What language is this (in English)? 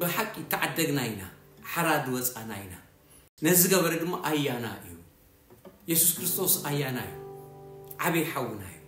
Tigrinya